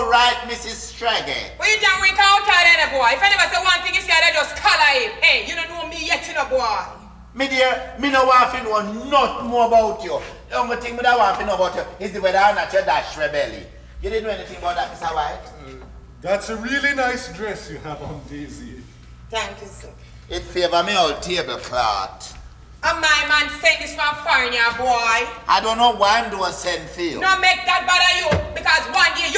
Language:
Jamaican Creole English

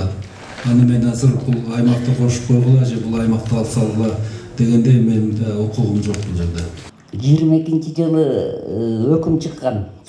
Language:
Kyrgyz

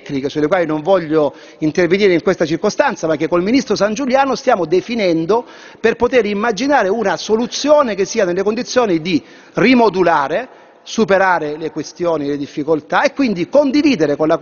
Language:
Italian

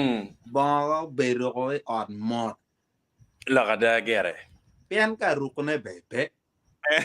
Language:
Acoli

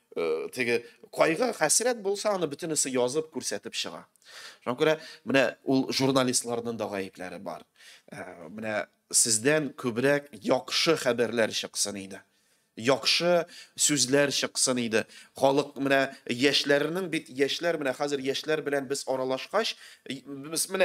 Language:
Tatar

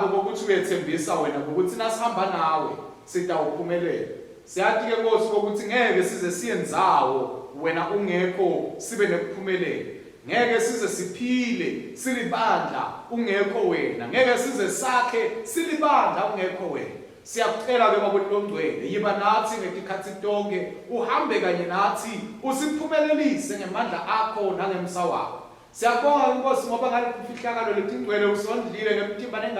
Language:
Swati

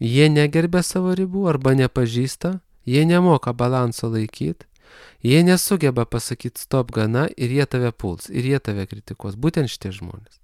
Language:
Lithuanian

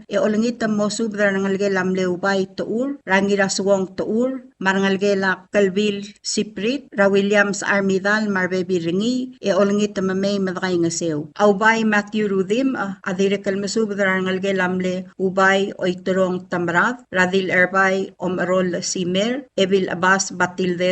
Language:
Palauan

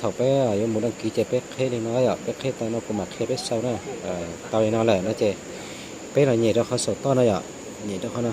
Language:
Hmong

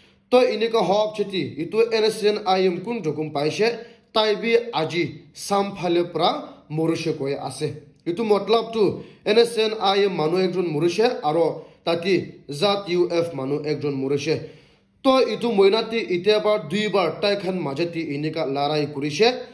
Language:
Naga Pidgin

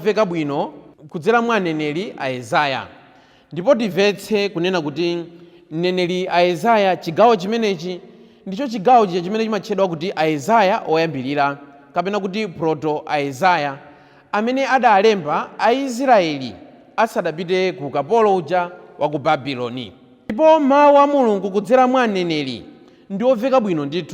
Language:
Nyanja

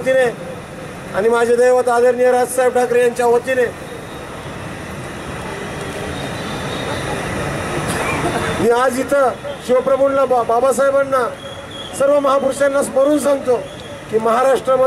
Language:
Marathi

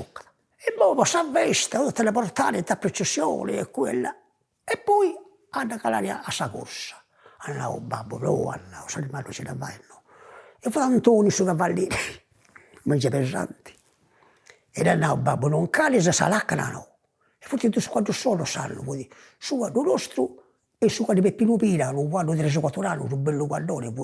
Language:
Sardinian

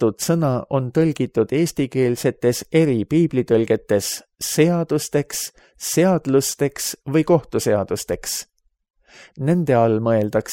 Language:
Estonian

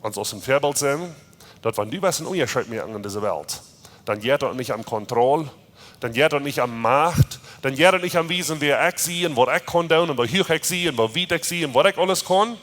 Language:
Plautdietsch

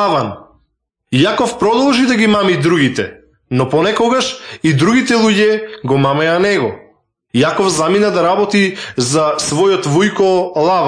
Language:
Macedonian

